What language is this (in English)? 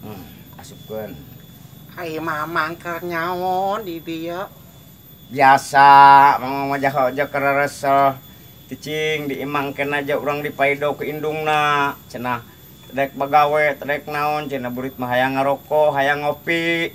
Sundanese